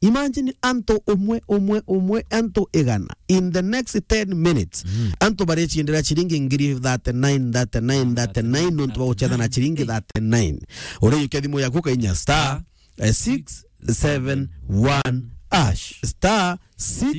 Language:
Meru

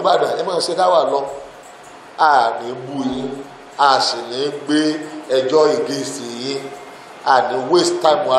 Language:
Yoruba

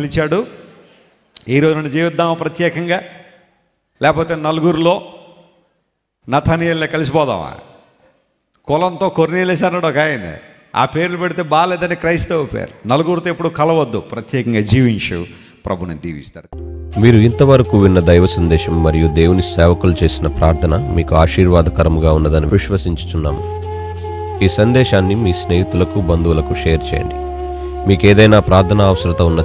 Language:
Telugu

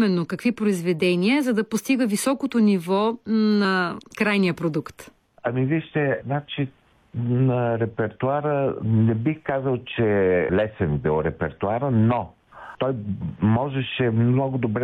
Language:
Bulgarian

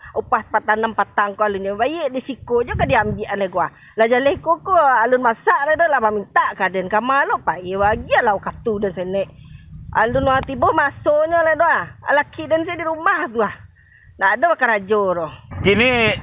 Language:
Minangkabau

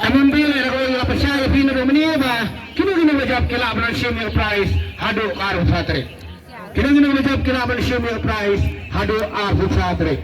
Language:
Khasi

